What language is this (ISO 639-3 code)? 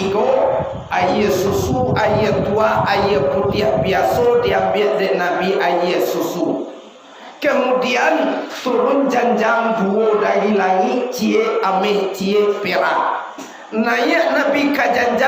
min